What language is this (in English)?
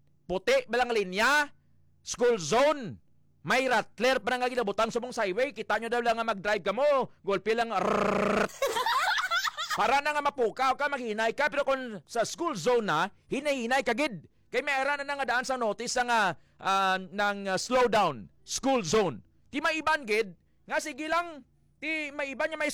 Hiligaynon